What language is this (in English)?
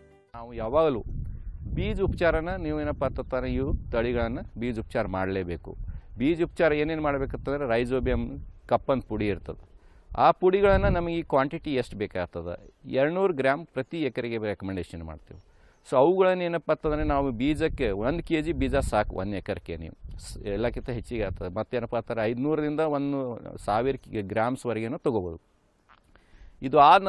Kannada